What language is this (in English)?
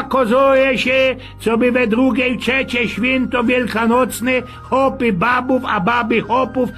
Silesian